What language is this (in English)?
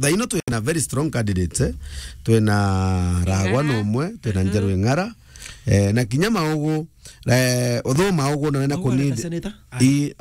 Meru